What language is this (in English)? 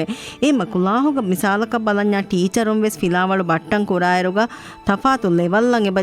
Divehi